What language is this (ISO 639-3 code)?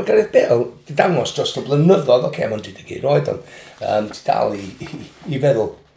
cym